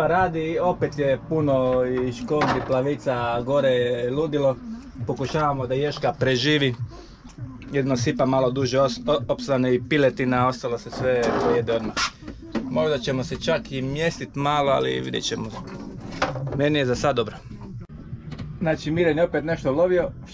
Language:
Croatian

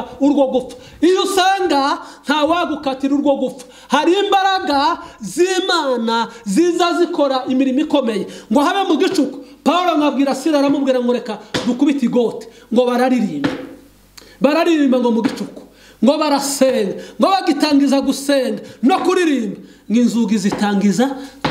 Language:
Kinyarwanda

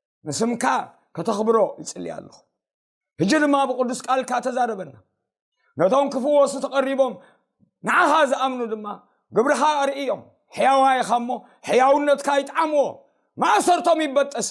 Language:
Tigrinya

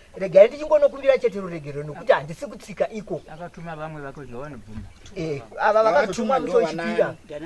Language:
Shona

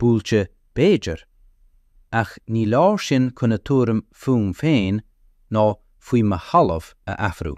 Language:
Irish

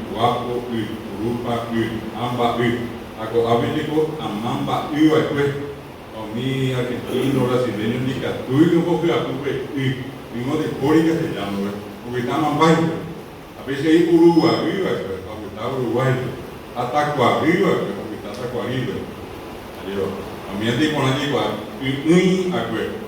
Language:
Guarani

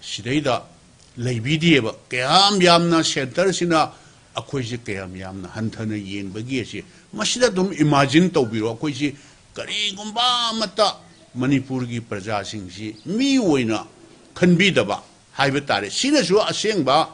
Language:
Manipuri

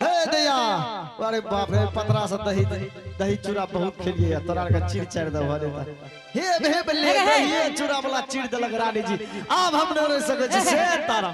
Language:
Angika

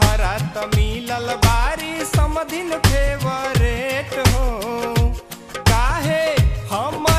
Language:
Bhojpuri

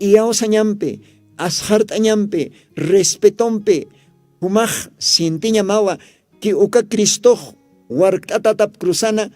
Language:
Aymara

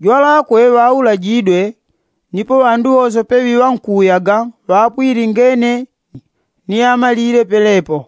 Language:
Yao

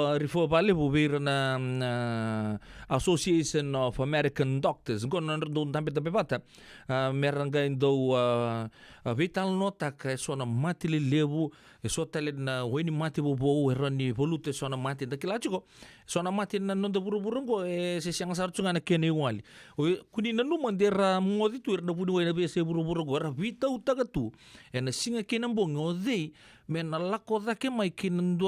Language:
Fijian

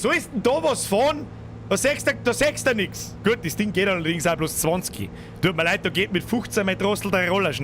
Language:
Bavarian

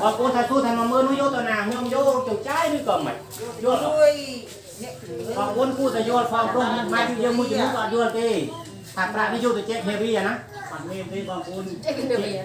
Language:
Khmer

